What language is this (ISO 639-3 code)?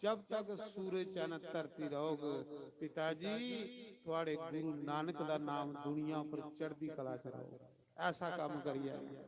doi